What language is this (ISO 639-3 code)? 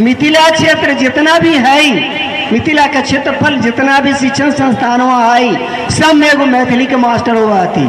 mag